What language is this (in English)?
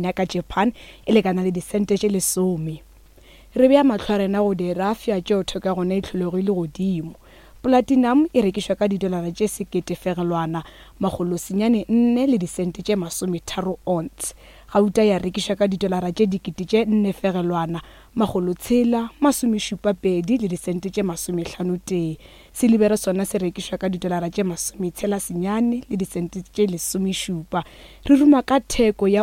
Northern Sotho